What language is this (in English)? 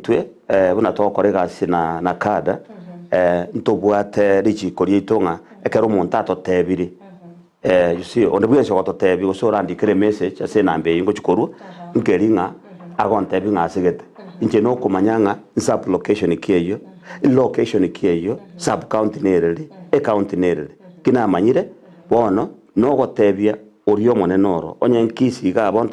Gusii